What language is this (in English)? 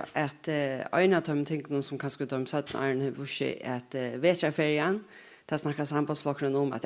Faroese